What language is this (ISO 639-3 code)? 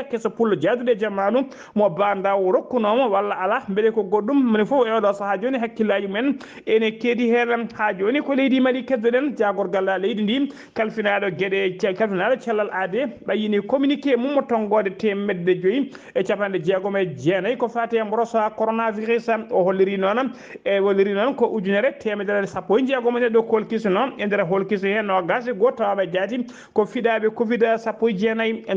ful